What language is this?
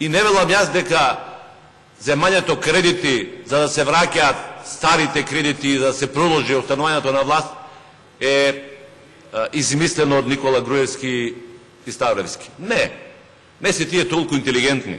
Macedonian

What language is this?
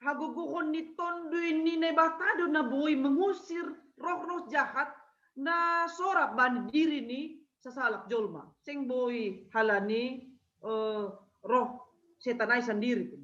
Batak Simalungun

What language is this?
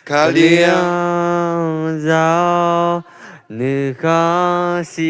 Akha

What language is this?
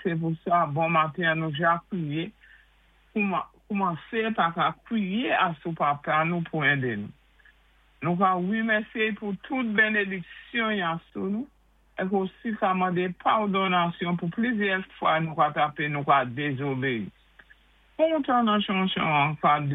Saint Lucian Creole French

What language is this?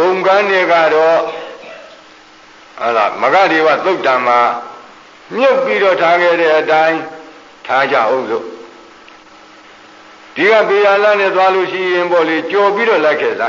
Burmese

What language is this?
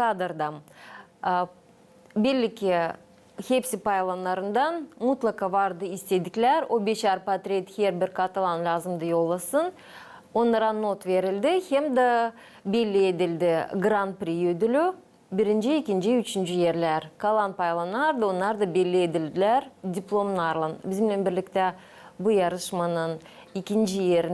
Gagauz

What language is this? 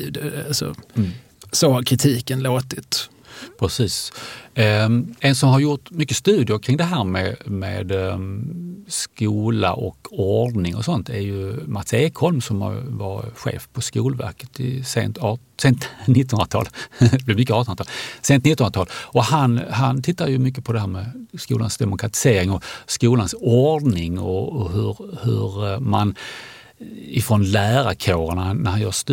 Swedish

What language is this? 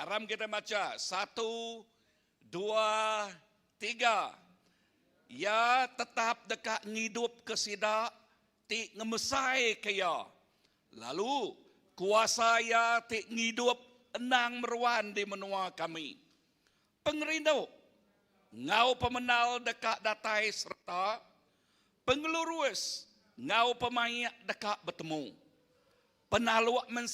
Iban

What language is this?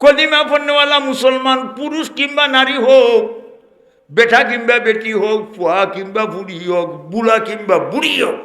Sylheti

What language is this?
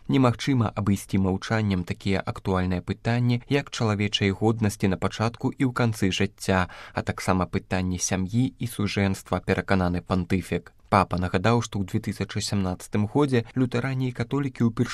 Belarusian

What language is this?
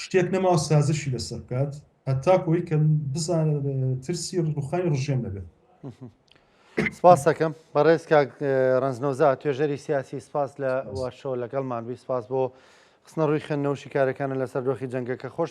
Central Kurdish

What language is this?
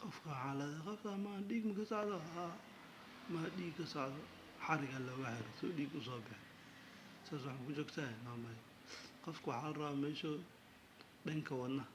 Somali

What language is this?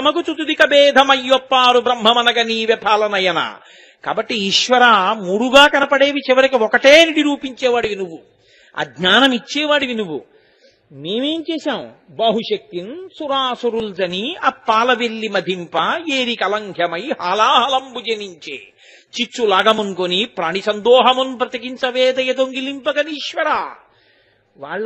Telugu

